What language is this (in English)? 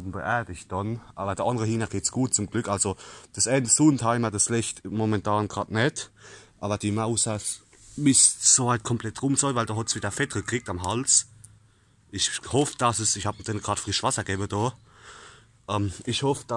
Palatine German